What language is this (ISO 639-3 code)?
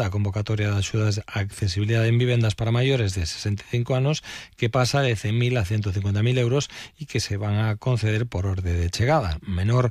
glg